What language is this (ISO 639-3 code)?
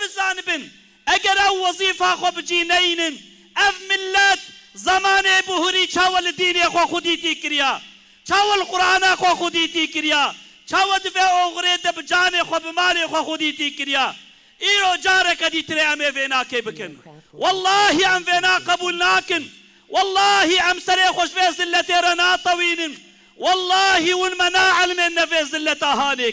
kur